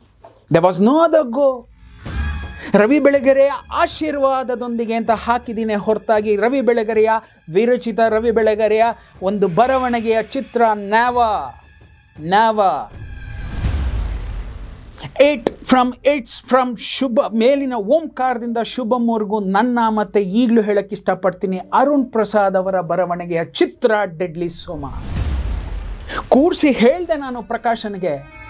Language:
Kannada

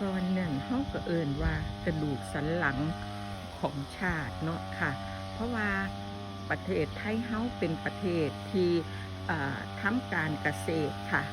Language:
Lao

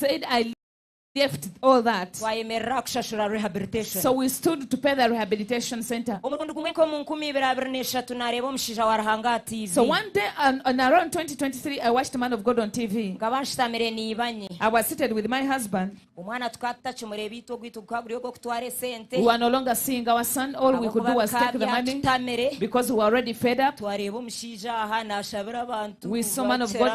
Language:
Nyankole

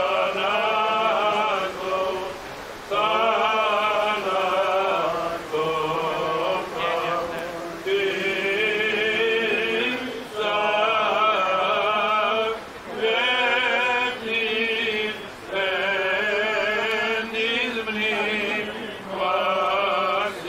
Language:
Greek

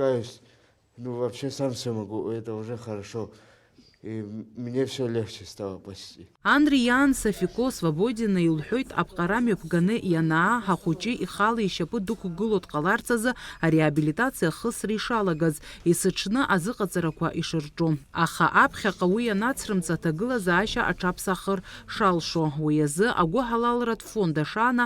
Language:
Abkhazian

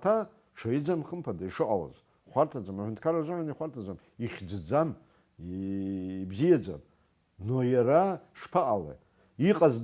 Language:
Abkhazian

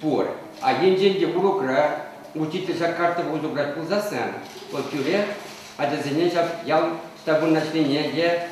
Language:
Chuvash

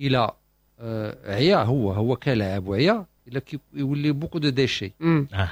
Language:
Moroccan Arabic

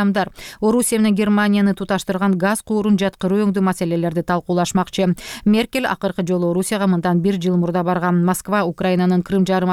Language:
Kyrgyz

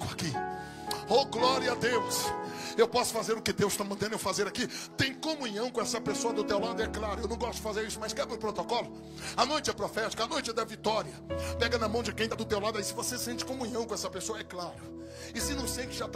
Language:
Portuguese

